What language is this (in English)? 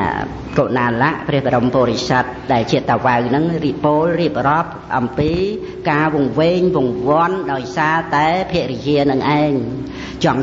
Khmer